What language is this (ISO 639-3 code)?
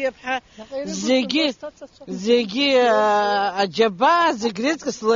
abk